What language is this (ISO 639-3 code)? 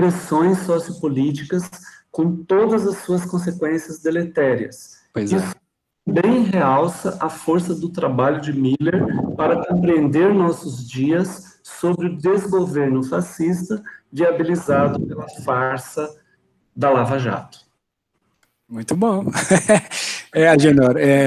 por